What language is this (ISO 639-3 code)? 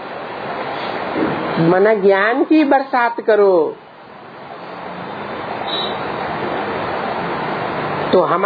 hin